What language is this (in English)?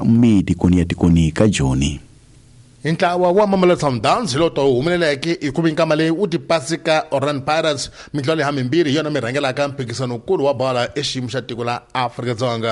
Tsonga